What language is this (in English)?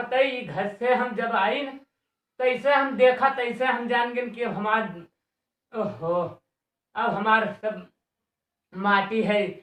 Awadhi